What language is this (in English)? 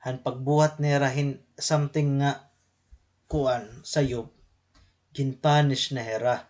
Waray